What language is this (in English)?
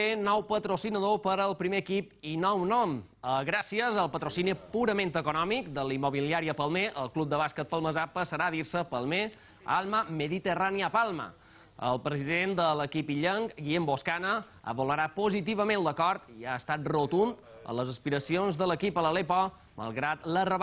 Catalan